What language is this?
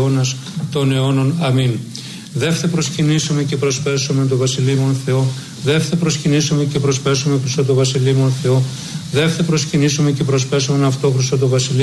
Greek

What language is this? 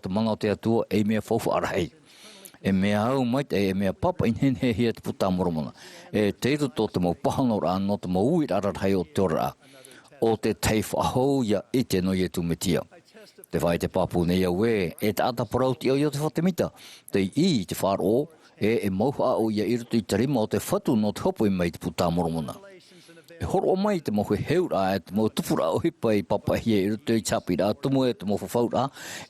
Tahitian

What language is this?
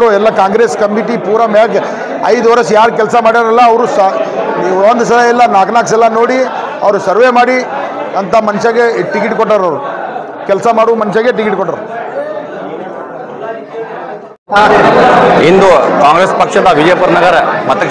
Kannada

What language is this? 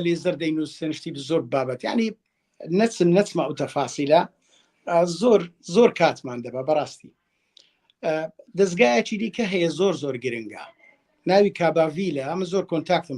Central Kurdish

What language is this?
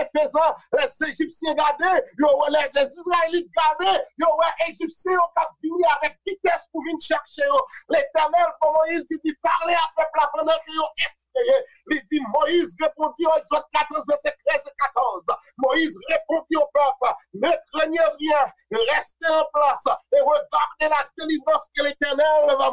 Haitian Creole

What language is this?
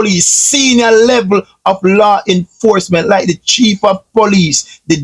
Jamaican Creole English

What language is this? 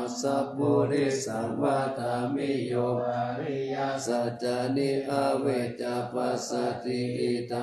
Pali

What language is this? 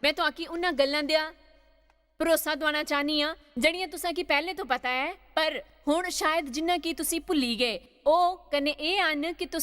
Dogri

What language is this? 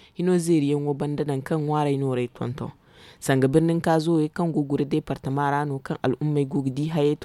Zarma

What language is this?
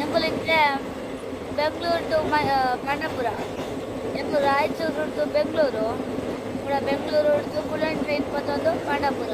Tulu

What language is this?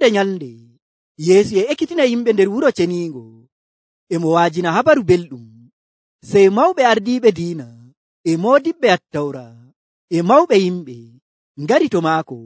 Nigerian Fulfulde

